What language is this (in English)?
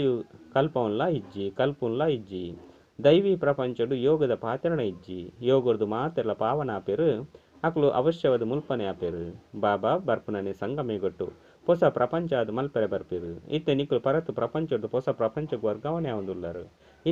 Tulu